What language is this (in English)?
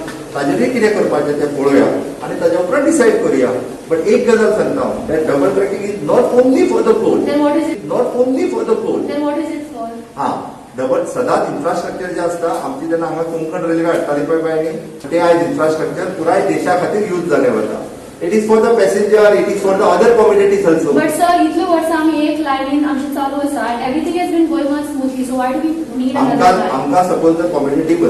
Konkani